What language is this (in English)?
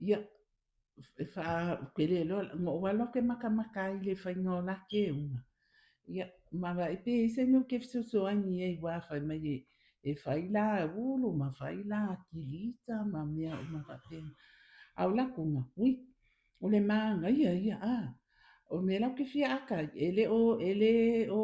Samoan